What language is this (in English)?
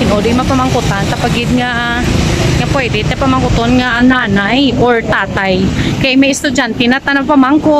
Hiligaynon